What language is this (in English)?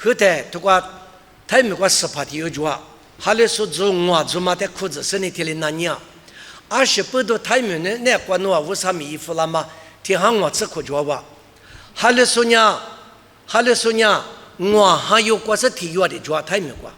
Lisu